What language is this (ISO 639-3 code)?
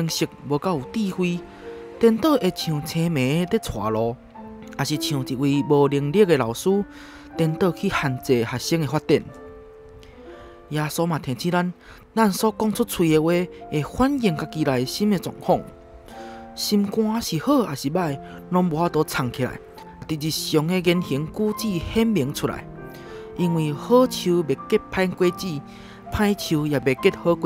nan